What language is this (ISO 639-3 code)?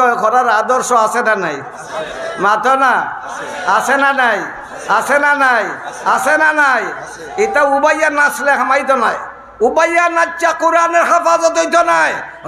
syl